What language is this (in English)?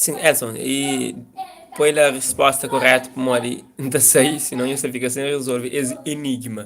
Kabuverdianu